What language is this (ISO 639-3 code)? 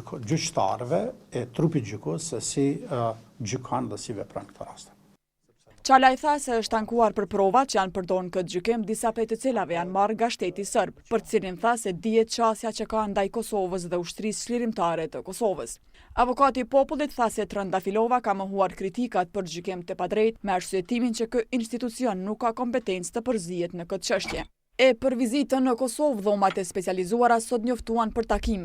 sqi